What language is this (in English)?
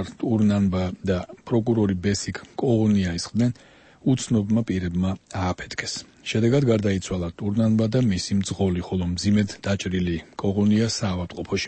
Georgian